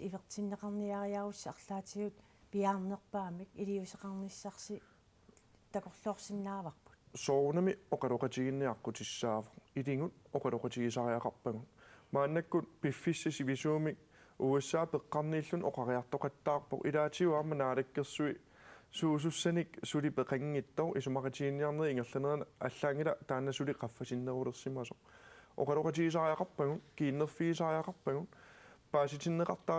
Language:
Kalaallisut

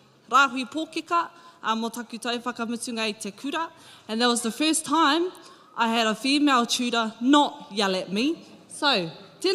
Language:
Māori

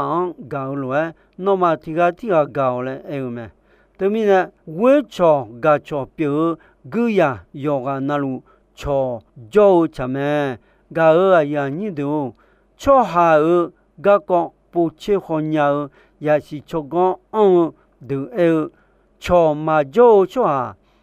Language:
Akha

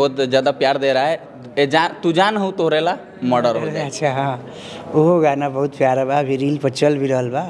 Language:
Bhojpuri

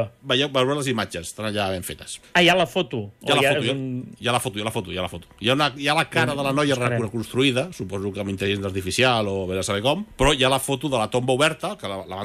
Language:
Catalan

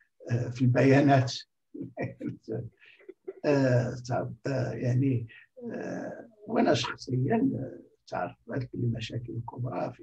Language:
Arabic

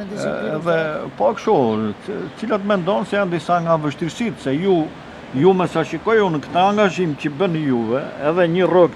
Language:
Albanian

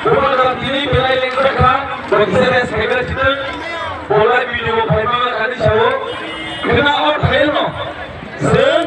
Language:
Kok Borok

